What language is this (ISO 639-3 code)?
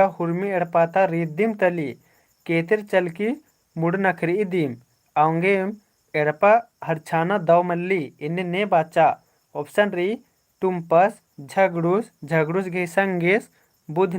kru